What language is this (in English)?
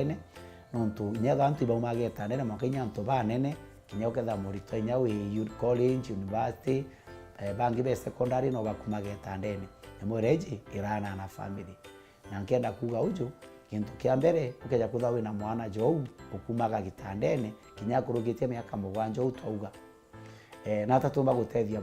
Meru